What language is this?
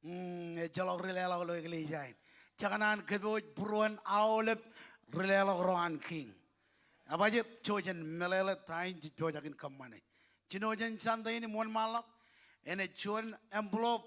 Marshallese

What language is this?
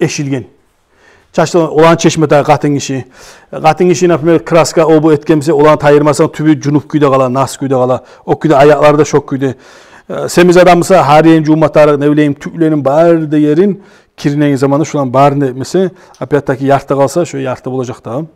Kumyk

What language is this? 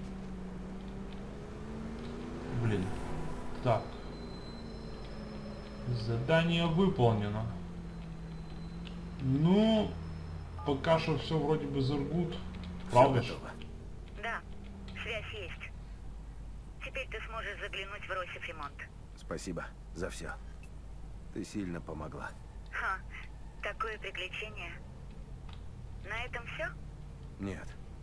Russian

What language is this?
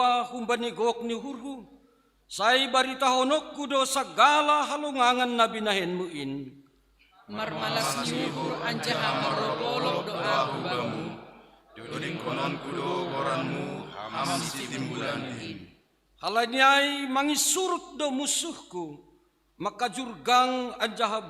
Batak Simalungun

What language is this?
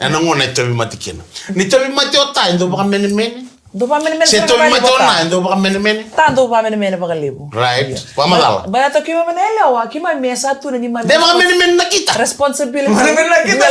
Fijian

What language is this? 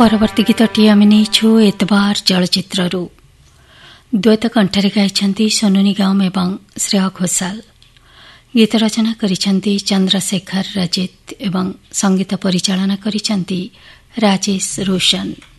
Odia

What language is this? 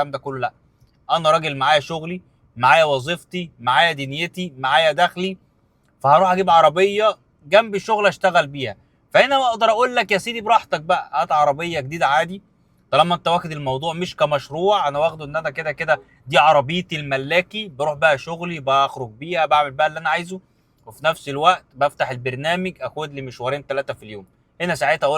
Egyptian Arabic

